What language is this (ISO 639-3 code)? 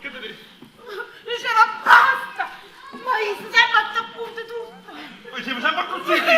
nap